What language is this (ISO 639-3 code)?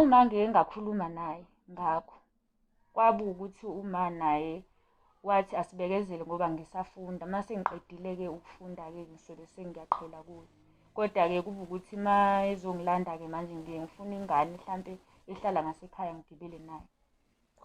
zul